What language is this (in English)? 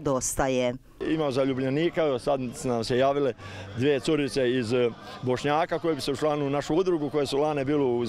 Croatian